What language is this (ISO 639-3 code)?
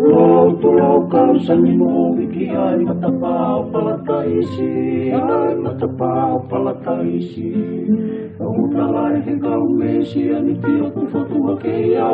ton